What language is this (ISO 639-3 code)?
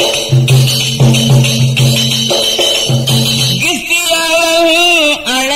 tam